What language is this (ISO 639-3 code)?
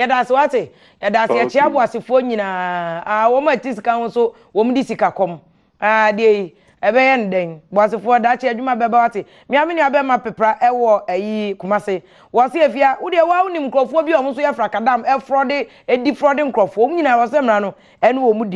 aka